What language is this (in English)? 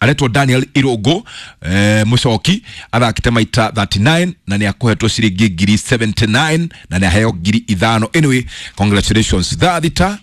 Kikuyu